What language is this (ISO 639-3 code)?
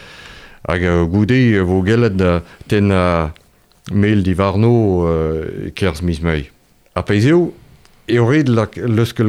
bre